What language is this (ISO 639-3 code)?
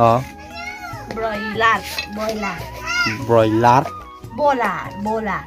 mjw